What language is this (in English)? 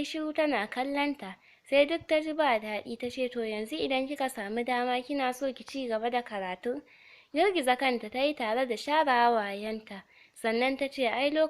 Hausa